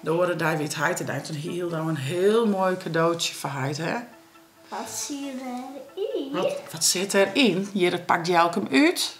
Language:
Western Frisian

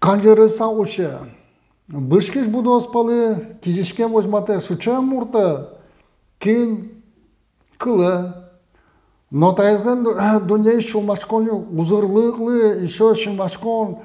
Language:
Udmurt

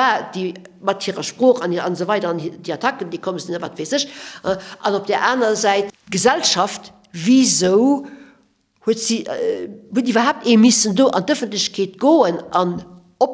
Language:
Luxembourgish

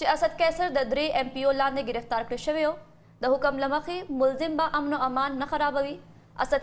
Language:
Pashto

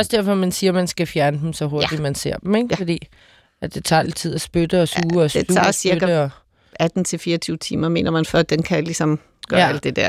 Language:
Danish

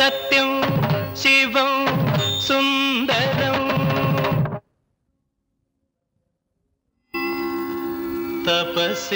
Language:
Malayalam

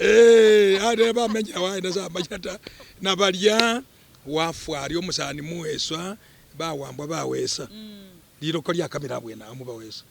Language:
Masaaba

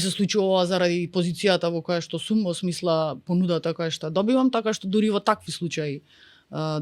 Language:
Macedonian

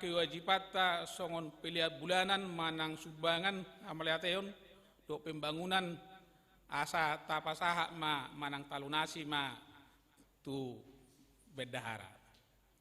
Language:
Batak Toba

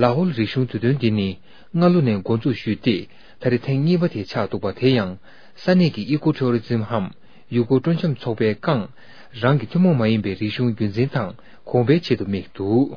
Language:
Tibetan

